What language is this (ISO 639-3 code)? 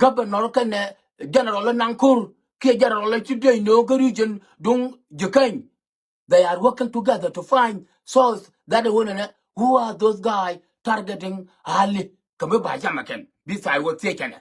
nus